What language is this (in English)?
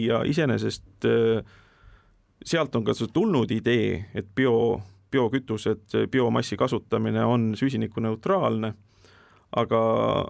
Estonian